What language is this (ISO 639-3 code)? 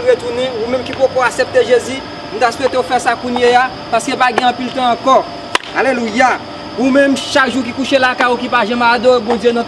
hat